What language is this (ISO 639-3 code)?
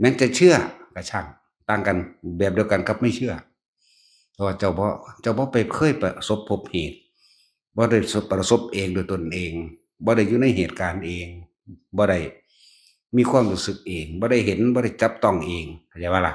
tts